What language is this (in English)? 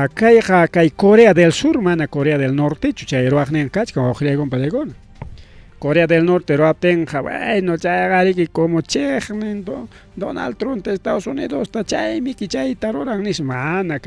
Ayacucho Quechua